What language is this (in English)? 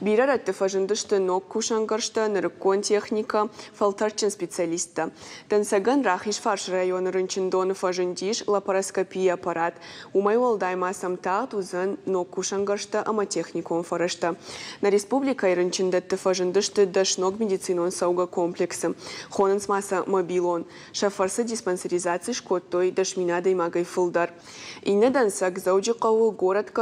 Ossetic